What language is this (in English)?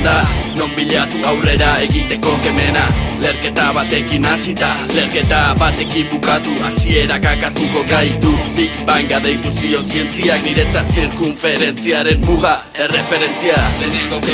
Basque